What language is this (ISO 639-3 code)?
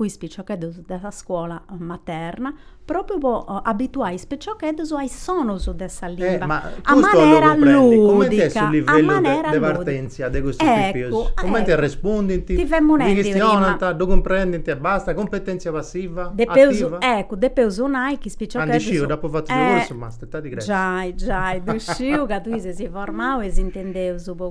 srd